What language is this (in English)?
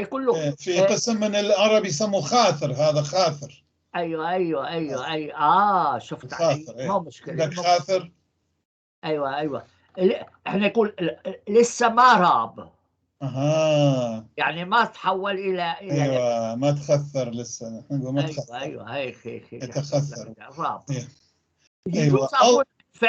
North Levantine Arabic